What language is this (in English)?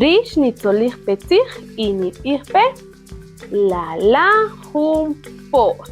Kaqchikel